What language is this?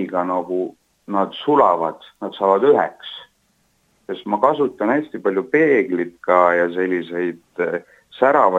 Estonian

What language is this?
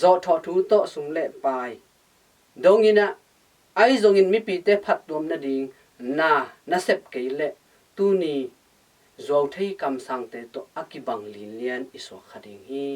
Tedim Chin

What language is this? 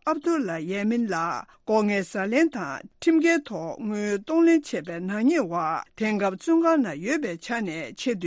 Tibetan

